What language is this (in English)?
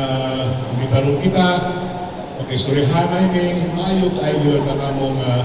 Cebuano